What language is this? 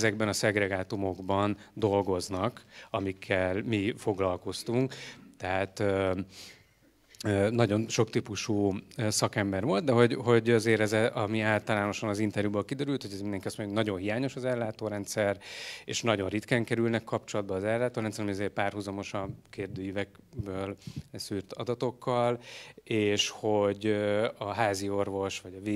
Hungarian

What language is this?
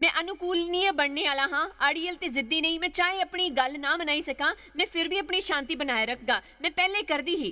Dogri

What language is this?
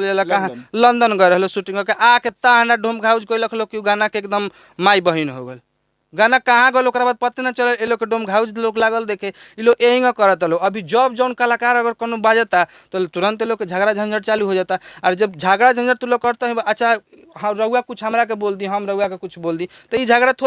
Bhojpuri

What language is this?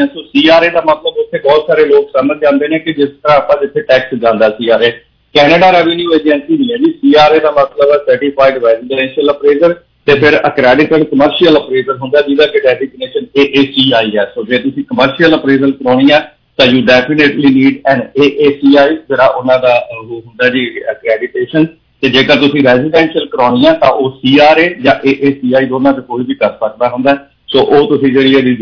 Punjabi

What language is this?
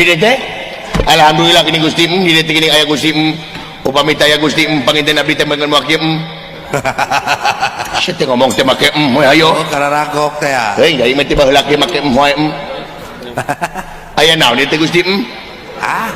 Sundanese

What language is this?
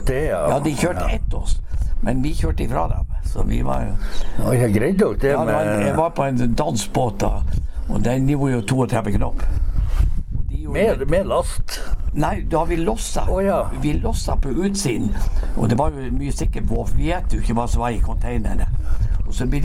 Norwegian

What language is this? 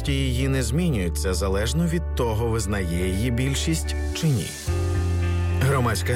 Ukrainian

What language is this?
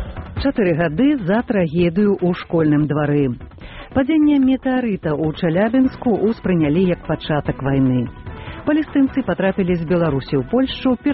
Belarusian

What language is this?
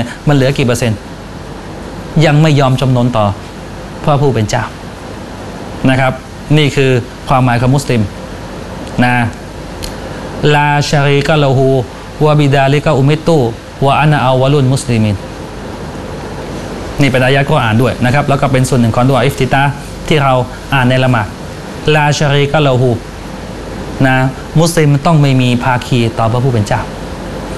Thai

